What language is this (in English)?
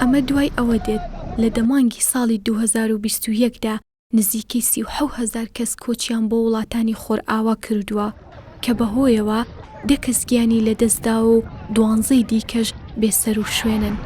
Central Kurdish